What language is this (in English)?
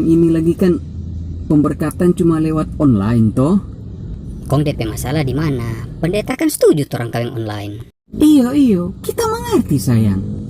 Manado Malay